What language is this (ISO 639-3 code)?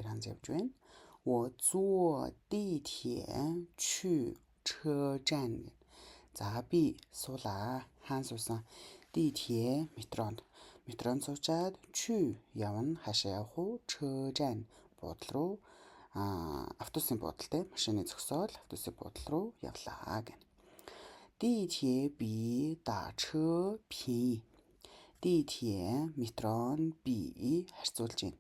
mon